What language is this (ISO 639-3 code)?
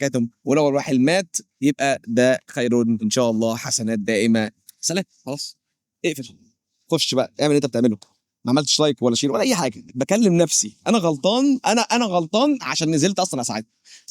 arz